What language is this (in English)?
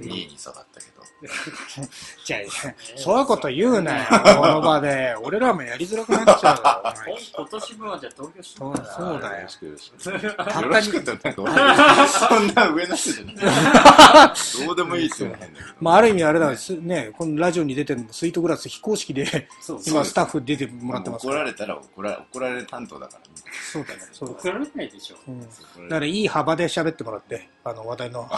Japanese